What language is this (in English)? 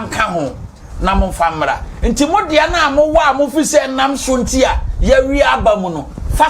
Akan